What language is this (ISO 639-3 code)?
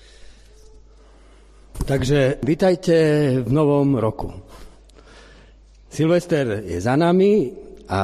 slk